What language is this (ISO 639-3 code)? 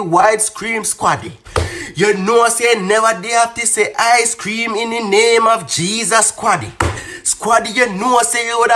jam